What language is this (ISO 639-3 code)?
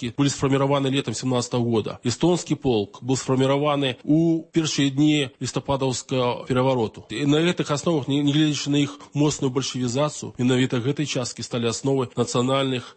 bel